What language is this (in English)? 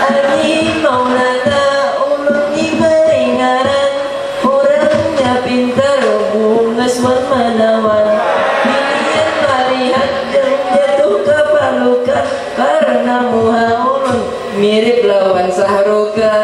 Banjar